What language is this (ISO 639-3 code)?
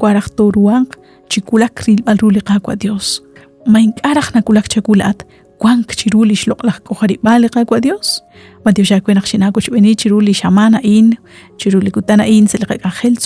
kek